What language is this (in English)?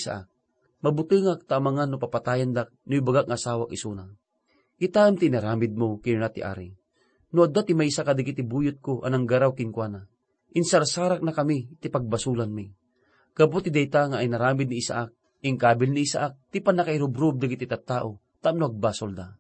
Iloko